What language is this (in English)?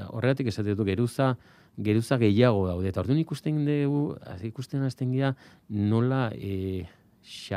Basque